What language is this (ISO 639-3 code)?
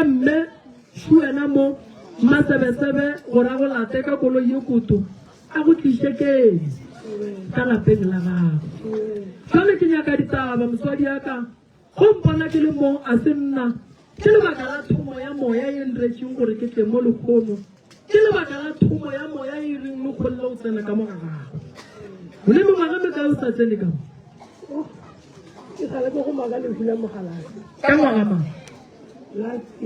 nso